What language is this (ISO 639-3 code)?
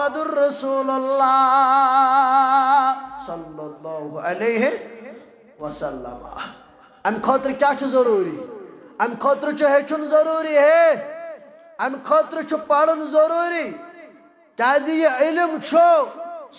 kas